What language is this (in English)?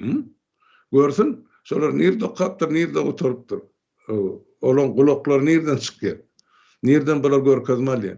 Turkmen